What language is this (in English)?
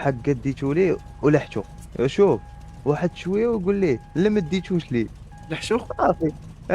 Moroccan Arabic